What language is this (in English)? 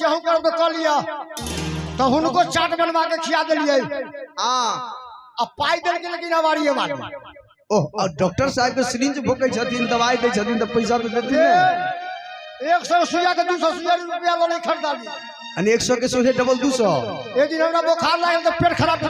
Maithili